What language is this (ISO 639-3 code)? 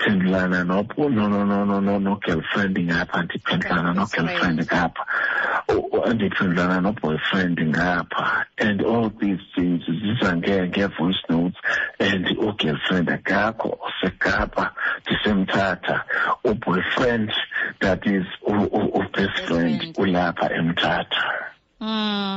xho